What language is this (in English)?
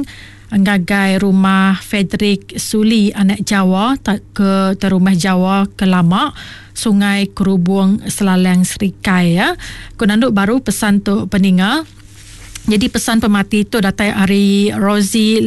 Iban